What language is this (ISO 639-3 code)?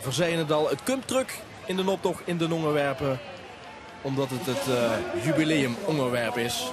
lim